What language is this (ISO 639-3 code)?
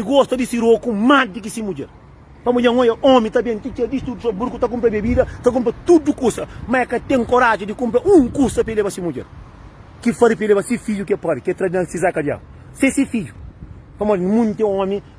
kea